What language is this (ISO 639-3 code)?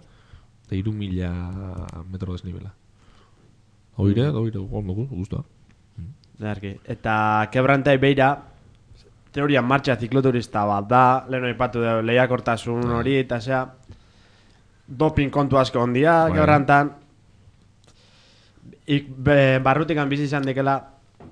eus